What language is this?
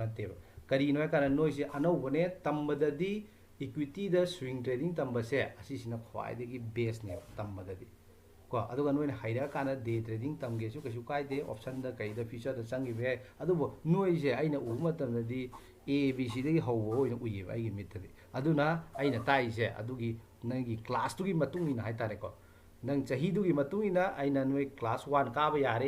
Manipuri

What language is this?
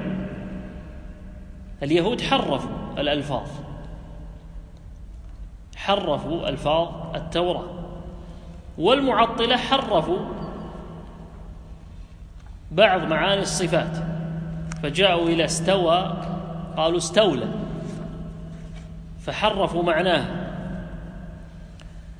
Arabic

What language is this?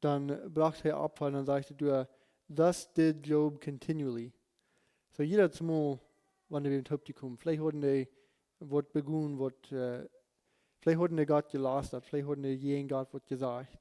Plautdietsch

